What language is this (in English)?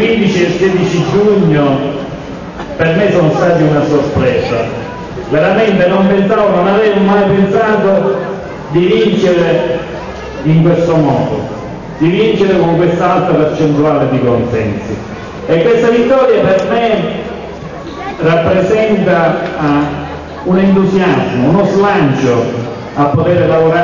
Italian